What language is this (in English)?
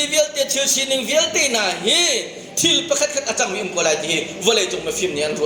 Hakha Chin